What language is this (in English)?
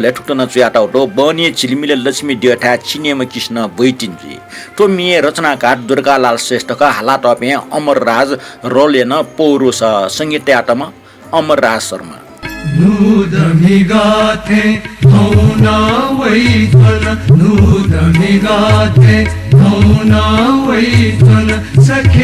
Newari